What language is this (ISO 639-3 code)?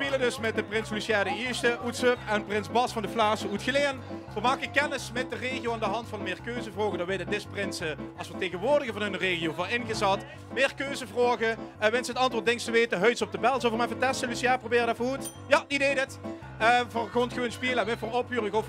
lim